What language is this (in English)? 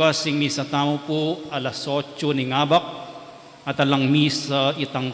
Pampanga